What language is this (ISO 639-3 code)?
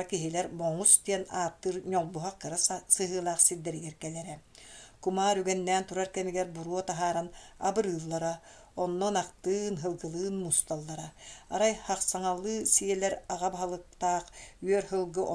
sah